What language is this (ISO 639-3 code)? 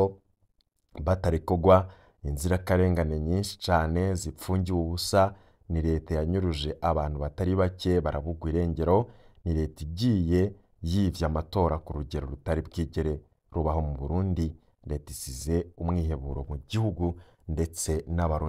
run